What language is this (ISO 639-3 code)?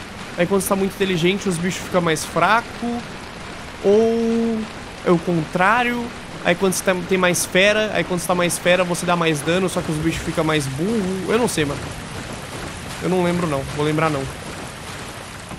por